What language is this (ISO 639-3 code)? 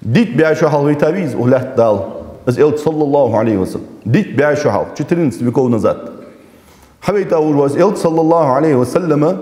inh